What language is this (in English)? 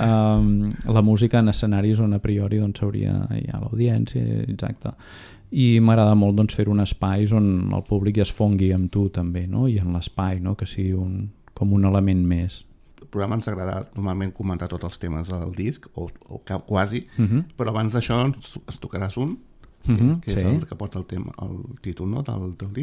Catalan